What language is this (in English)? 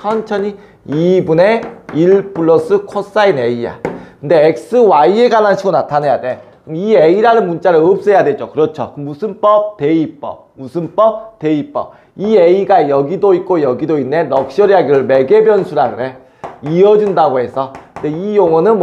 Korean